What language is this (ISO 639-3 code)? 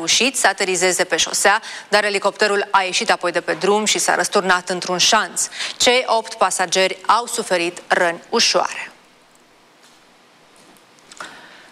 ron